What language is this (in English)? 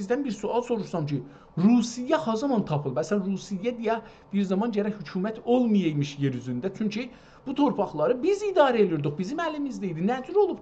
South Azerbaijani